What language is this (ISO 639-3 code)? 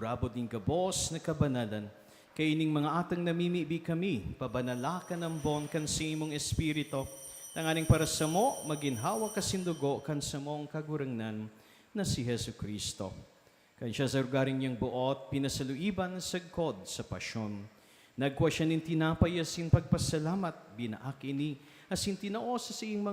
bik